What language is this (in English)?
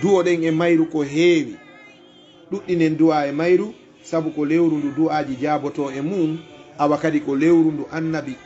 Fula